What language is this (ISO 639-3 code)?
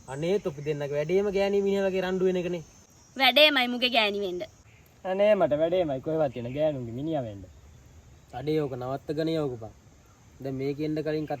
sin